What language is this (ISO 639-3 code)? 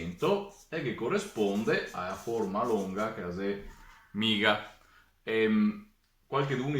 vec